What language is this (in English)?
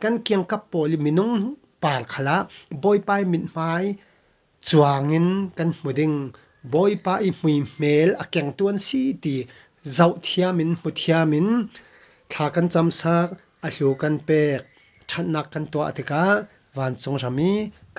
Falam Chin